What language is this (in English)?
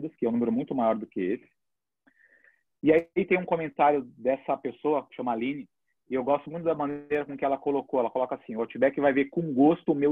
Portuguese